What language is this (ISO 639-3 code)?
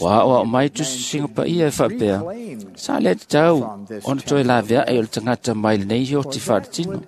smo